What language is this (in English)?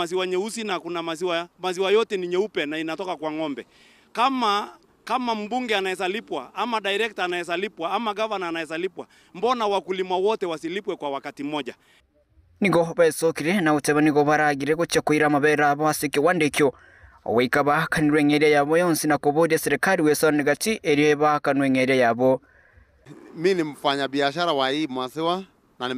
Gusii